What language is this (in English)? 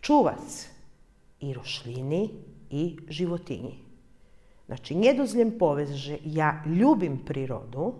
Rusyn